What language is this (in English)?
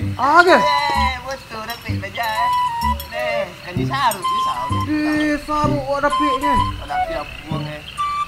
Minangkabau